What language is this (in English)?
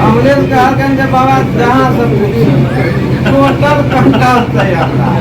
Maithili